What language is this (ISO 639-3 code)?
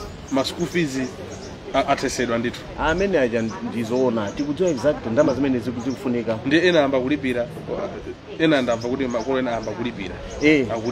nya